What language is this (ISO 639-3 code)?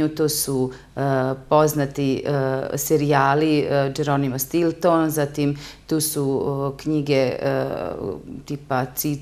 srp